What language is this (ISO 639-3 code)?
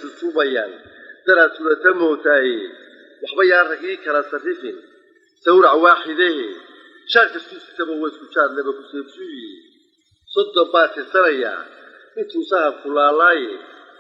som